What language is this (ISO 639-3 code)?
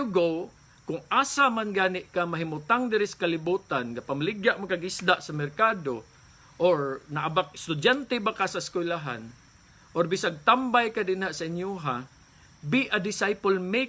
ceb